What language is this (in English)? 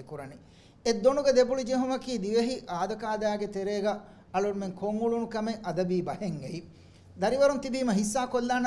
Divehi